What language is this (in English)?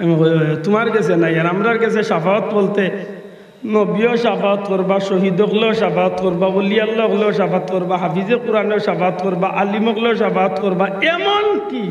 Sylheti